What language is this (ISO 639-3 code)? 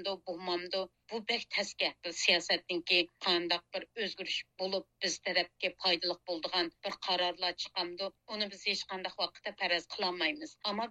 uig